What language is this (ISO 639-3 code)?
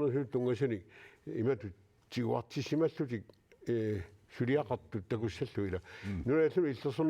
kal